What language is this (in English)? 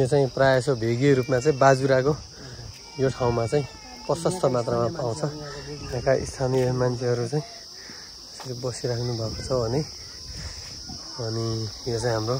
Nepali